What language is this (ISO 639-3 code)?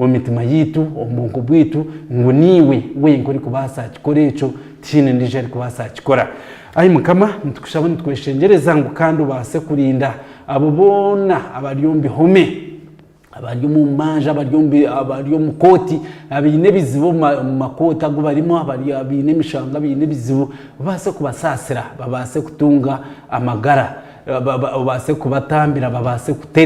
nyn